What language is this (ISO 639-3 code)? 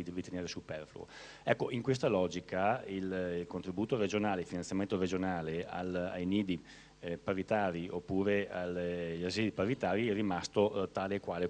ita